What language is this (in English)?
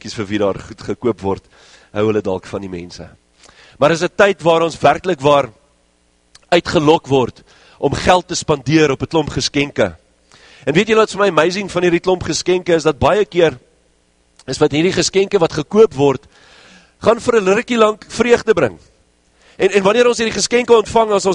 Afrikaans